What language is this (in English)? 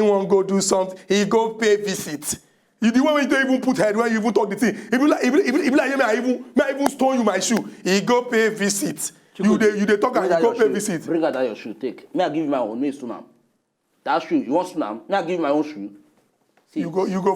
Nigerian Pidgin